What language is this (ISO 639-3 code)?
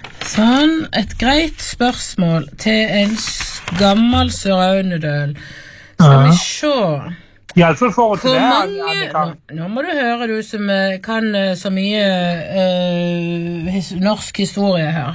nor